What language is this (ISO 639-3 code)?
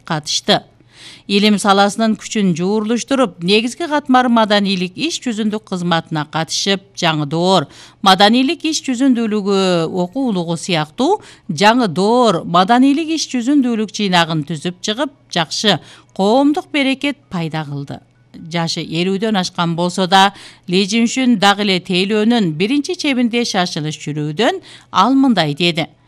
kir